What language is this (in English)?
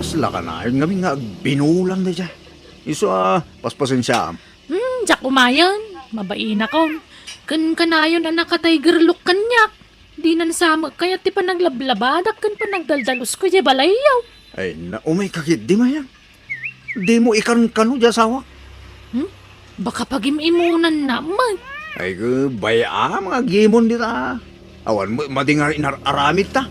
Iloko